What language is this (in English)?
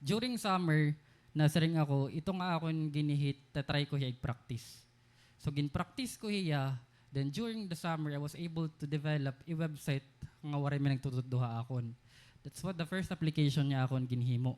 Waray